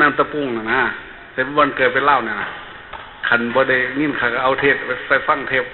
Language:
Northeastern Thai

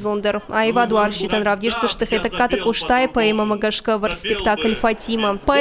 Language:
Ossetic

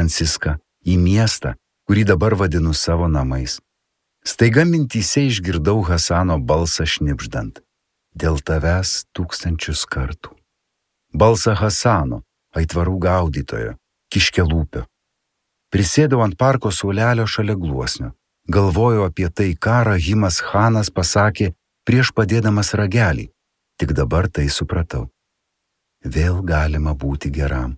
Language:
Lithuanian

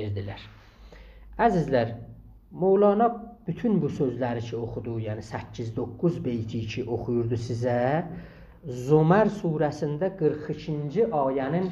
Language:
South Azerbaijani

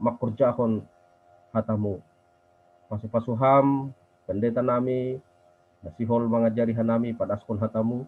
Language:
Batak Simalungun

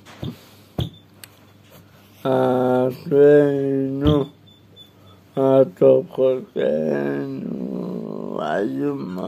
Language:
Hebrew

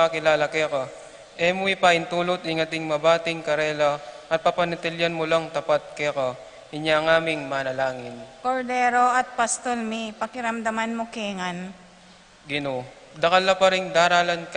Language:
Pampanga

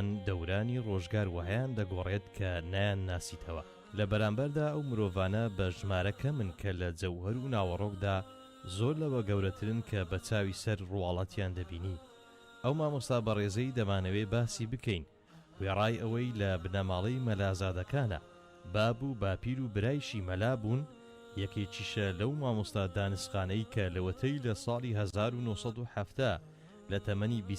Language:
Central Kurdish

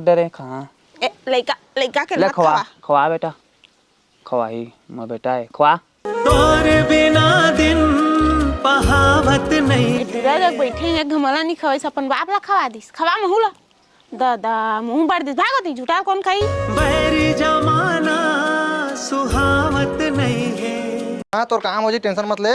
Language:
Chhattisgarhi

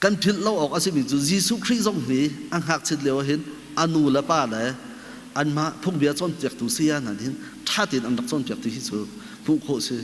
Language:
Hakha Chin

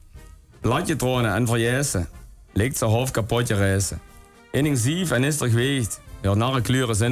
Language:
Limburgish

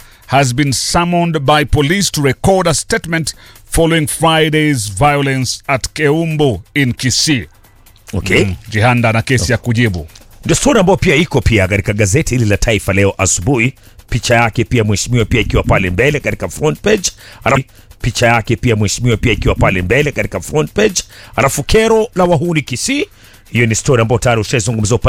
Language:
Swahili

